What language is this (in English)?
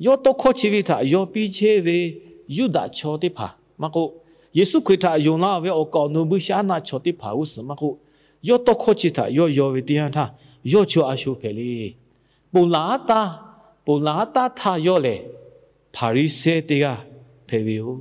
Lahu